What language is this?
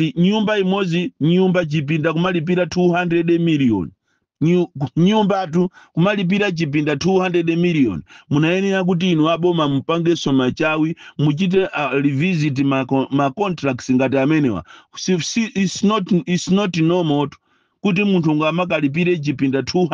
Nyanja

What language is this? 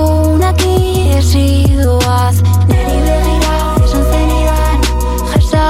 Basque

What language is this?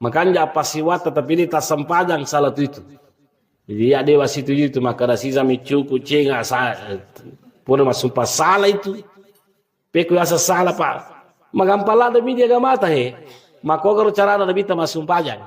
Buginese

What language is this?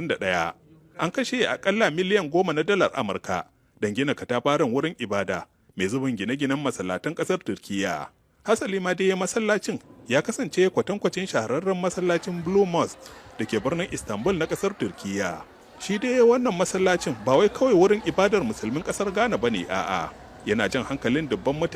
Hausa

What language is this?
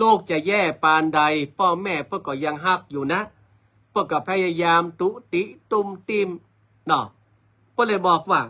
Northern Thai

